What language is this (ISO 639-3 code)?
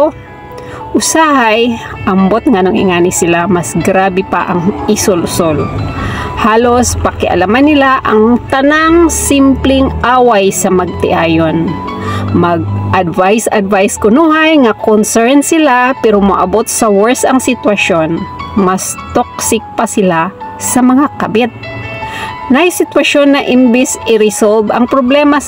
ceb